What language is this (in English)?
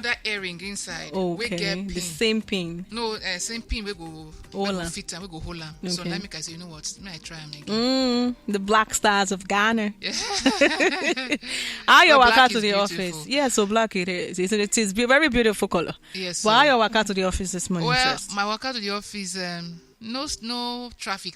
Nigerian Pidgin